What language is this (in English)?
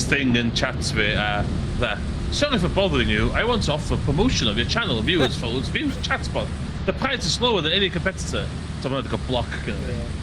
Welsh